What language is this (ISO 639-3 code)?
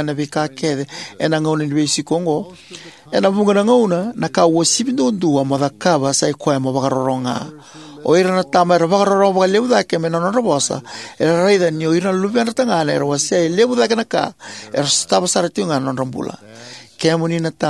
fij